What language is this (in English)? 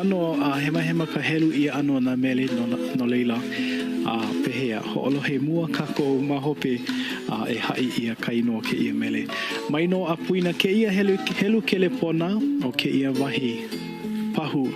Hawaiian